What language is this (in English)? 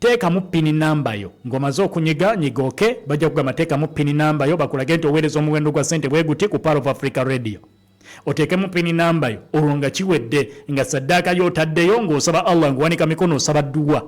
Ganda